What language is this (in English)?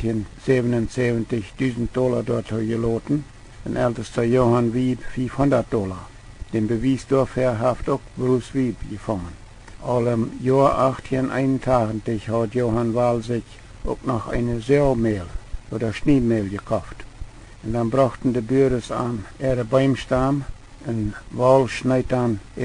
Plautdietsch